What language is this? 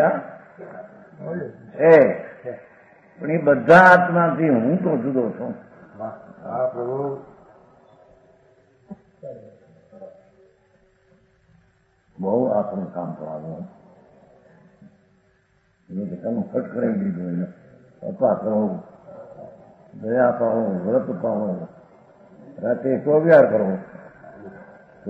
Gujarati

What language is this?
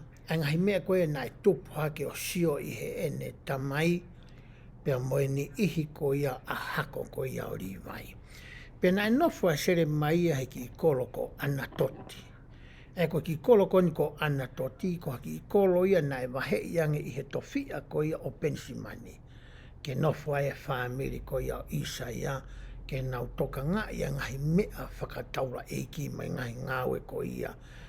Tongan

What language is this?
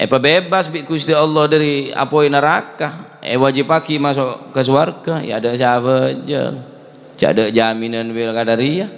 Madurese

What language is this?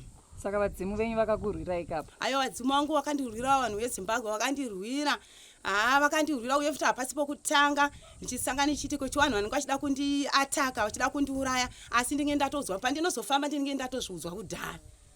Shona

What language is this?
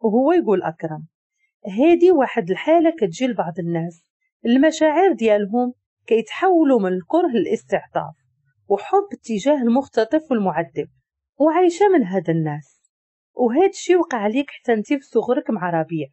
Moroccan Arabic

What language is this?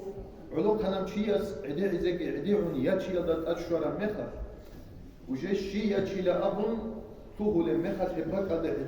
Avaric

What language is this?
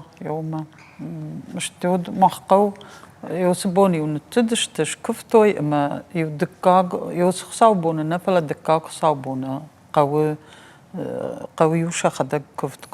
Ossetic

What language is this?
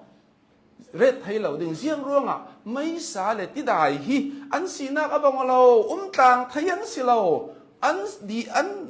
Hakha Chin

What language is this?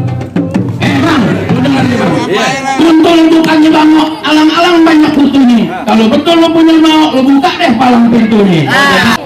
Betawi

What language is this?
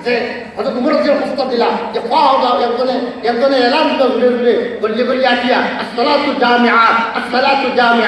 Sylheti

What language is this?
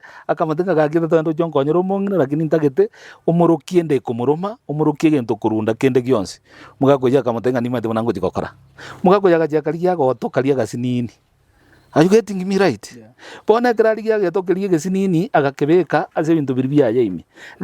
Gusii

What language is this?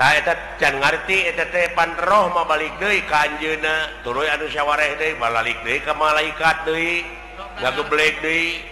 Sundanese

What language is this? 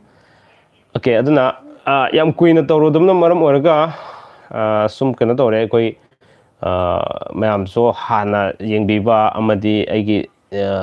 Manipuri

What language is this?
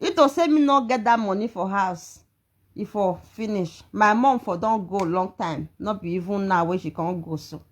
Nigerian Pidgin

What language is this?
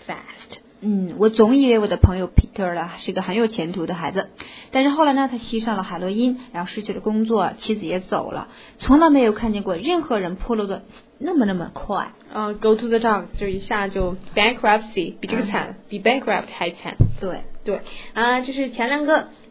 Chinese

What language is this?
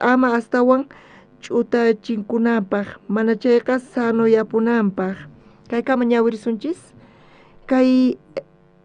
South Bolivian Quechua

